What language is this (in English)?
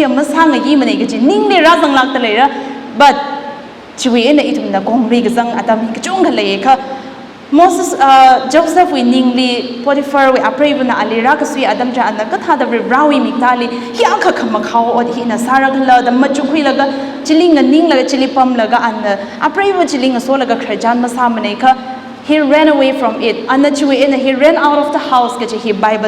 Tangkhul Naga (India)